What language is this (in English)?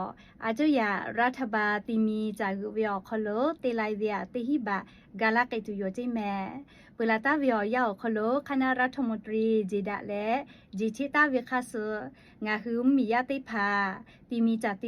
Lahu